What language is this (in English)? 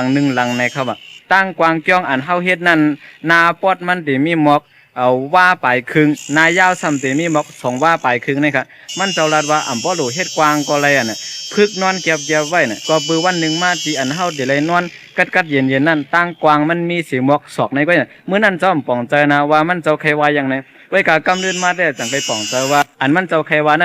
Shan